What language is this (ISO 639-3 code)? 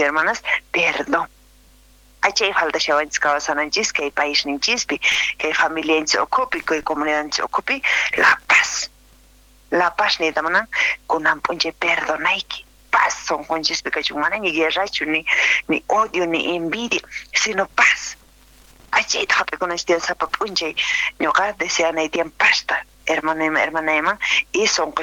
que